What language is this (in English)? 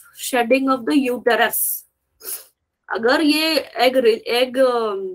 Hindi